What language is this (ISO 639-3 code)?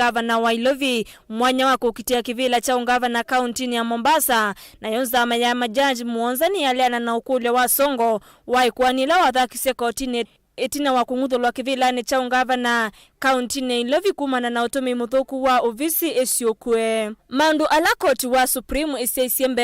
kam